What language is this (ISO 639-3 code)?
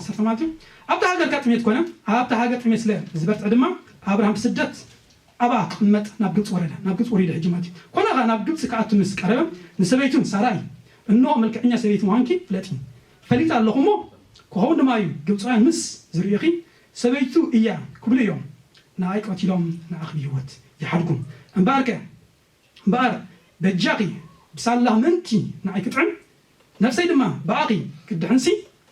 tir